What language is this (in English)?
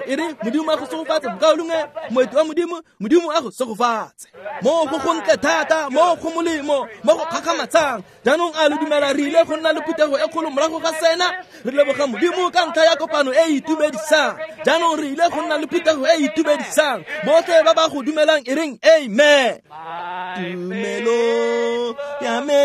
Tswana